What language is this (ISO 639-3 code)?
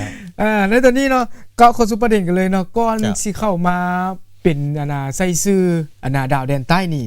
lao